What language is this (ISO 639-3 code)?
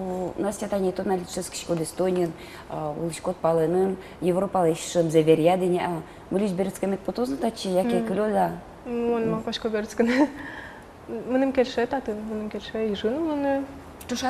udm